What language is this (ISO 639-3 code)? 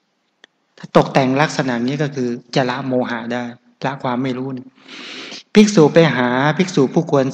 tha